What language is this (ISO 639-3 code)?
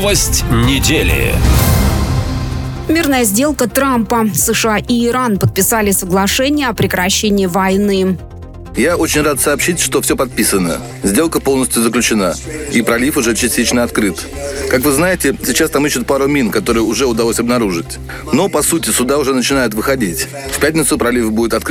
rus